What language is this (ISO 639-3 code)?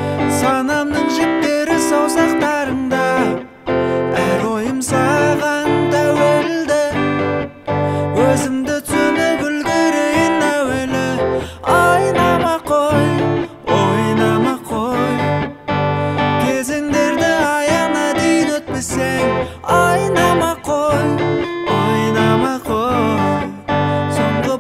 kaz